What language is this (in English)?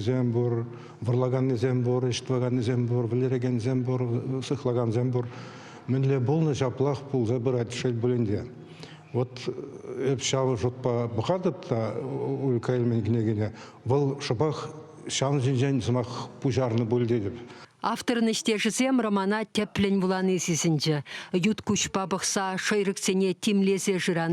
Chuvash